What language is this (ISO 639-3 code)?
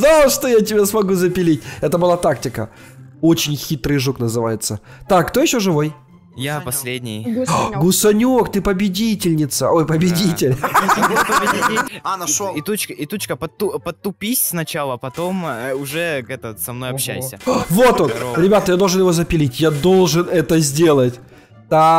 rus